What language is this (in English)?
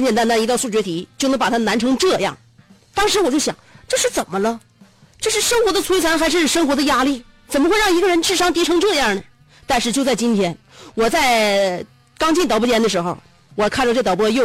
Chinese